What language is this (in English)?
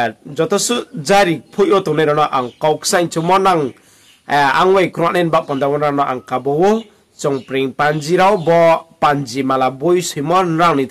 Riang (India)